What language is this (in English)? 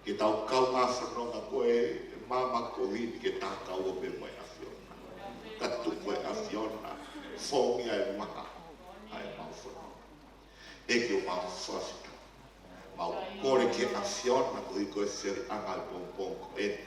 Tongan